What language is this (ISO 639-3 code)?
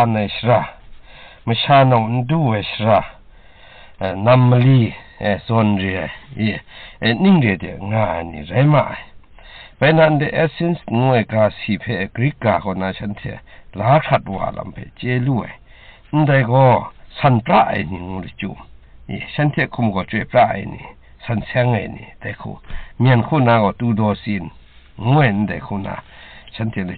kac